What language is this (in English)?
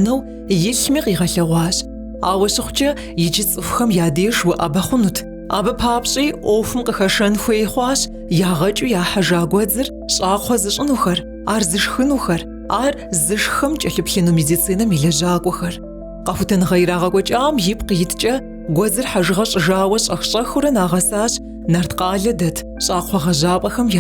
Kabardian